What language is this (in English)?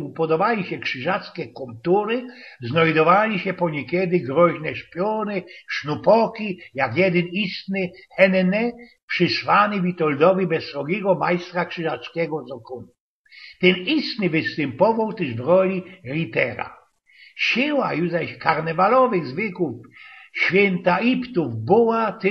Silesian